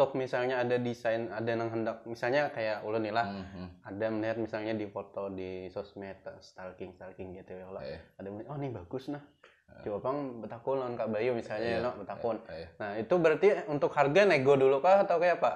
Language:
Banjar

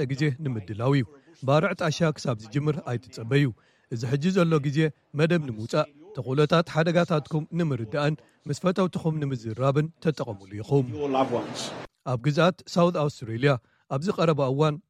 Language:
Tigrinya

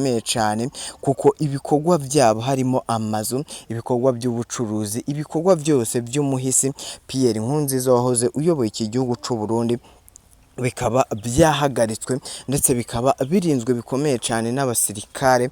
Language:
Rundi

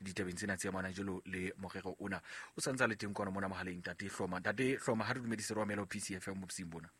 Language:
Southern Sotho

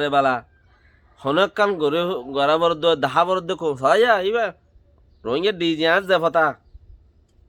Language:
Rohingya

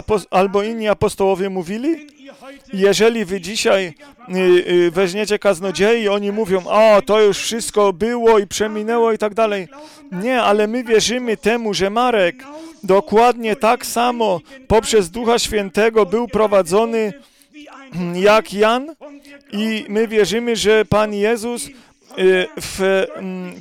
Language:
Polish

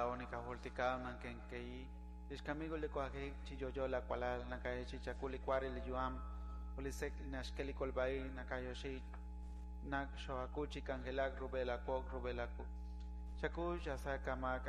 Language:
Kekchí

